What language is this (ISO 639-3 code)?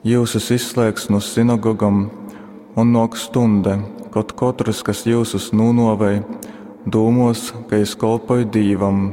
ltg